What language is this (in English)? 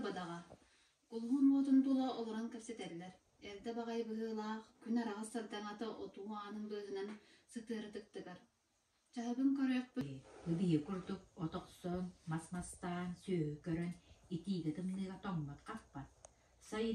Yakut